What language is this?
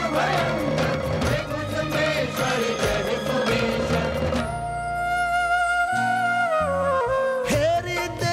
Bhojpuri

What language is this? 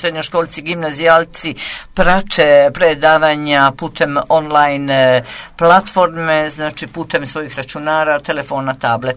Serbian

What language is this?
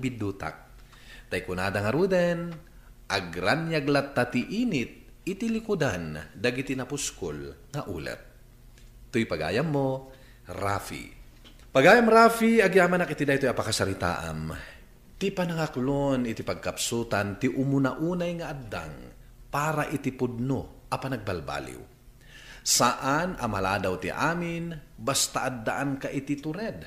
Iloko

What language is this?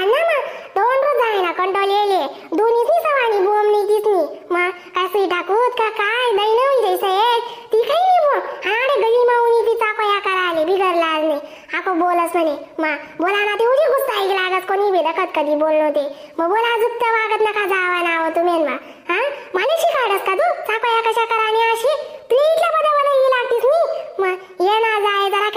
Khandesi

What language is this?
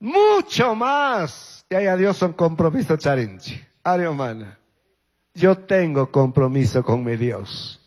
Chimborazo Highland Quichua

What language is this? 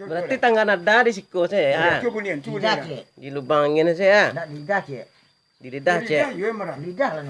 Minangkabau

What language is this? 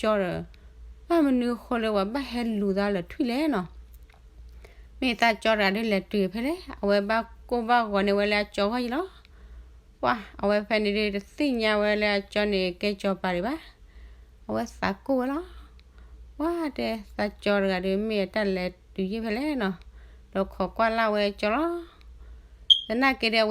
S'gaw Karen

